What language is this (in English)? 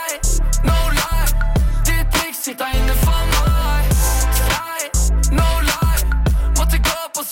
Norwegian